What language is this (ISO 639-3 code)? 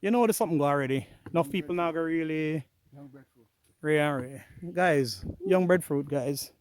jam